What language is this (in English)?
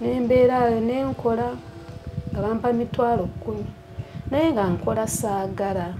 Ganda